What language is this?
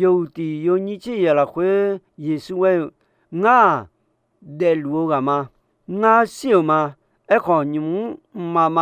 Akha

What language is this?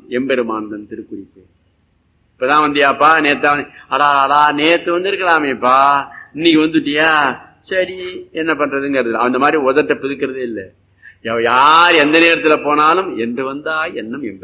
Tamil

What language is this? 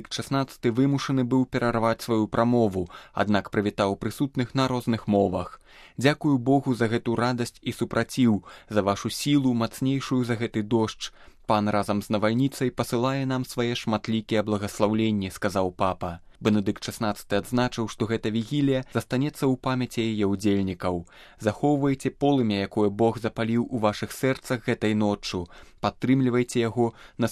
Belarusian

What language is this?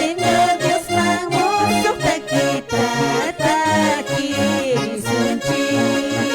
Quechua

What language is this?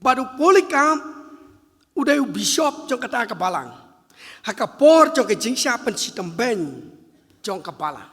Khasi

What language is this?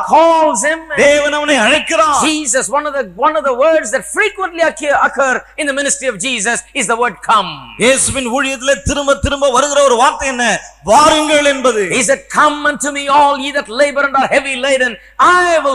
Tamil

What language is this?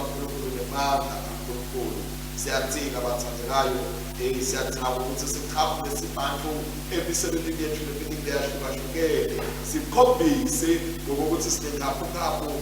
Swati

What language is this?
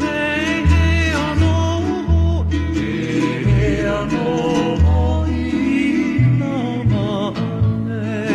Hawaiian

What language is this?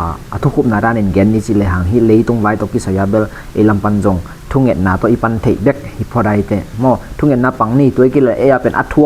Tedim Chin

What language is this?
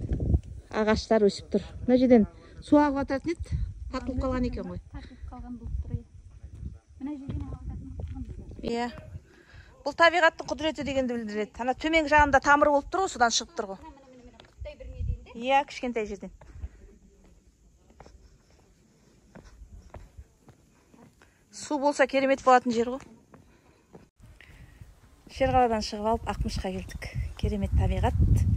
Kazakh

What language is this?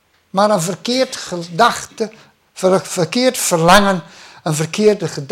Dutch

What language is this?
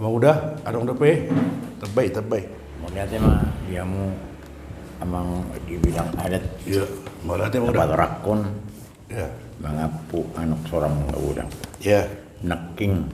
Batak Toba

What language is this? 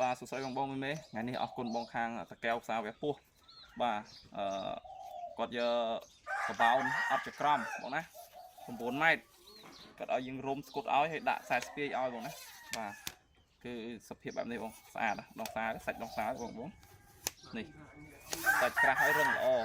Khmer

